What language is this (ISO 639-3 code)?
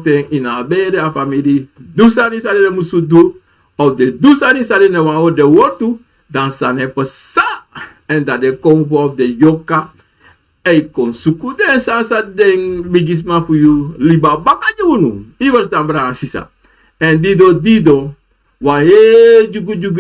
srn